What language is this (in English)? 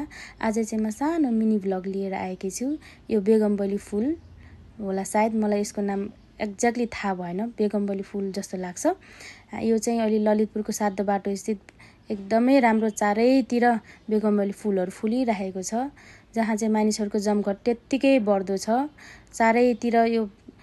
Nepali